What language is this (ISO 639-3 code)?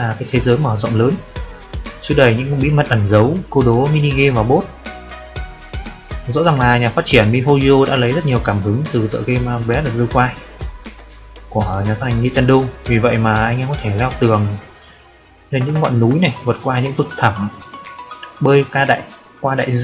vie